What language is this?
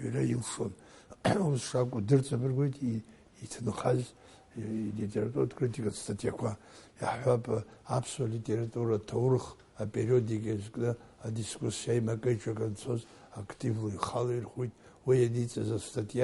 Abkhazian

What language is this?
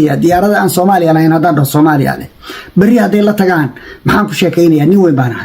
Somali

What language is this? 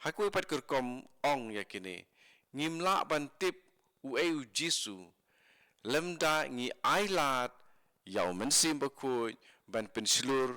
Khasi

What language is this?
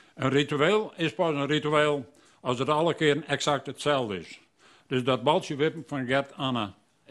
Western Frisian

